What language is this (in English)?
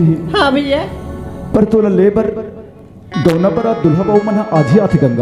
Chhattisgarhi